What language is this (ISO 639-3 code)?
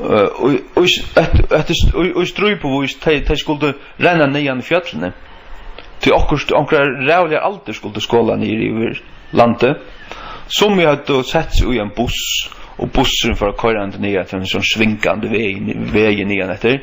fao